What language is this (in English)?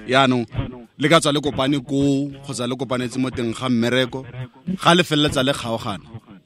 Tswana